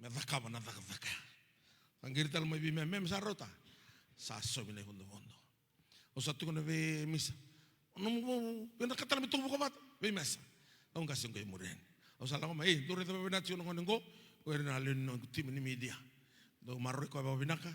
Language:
Fijian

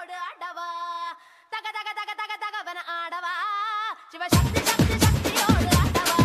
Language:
Tamil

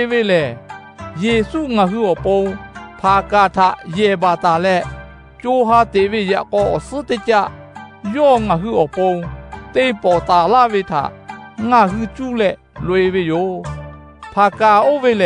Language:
Lahu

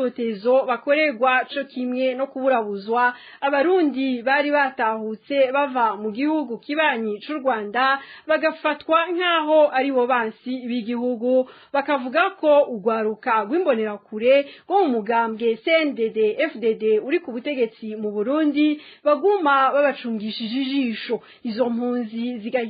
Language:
Rundi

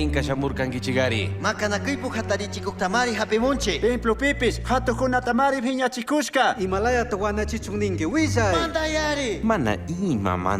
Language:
Chimborazo Highland Quichua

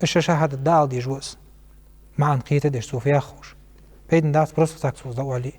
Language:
Ingush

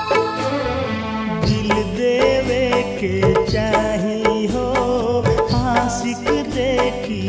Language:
Bhojpuri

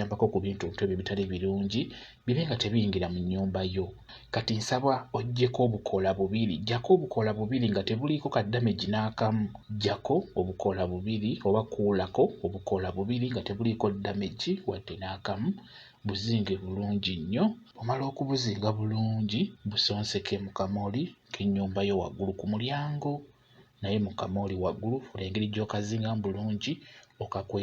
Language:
Ganda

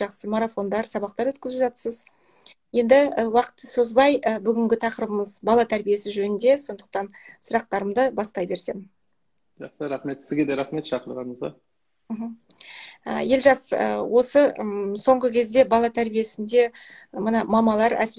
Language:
Kazakh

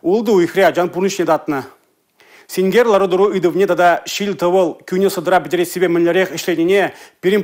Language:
Chuvash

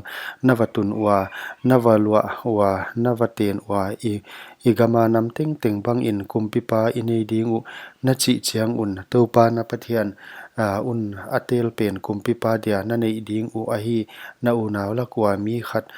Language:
Paite Chin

